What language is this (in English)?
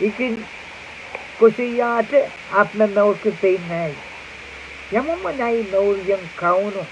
Pohnpeian